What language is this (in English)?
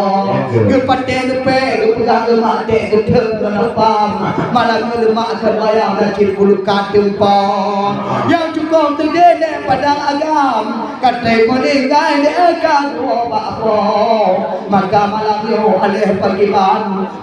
Achinese